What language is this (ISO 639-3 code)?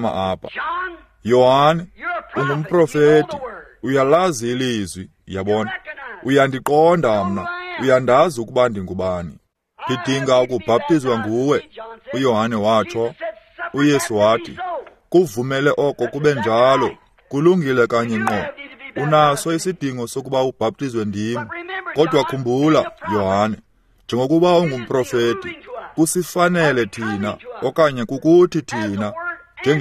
xho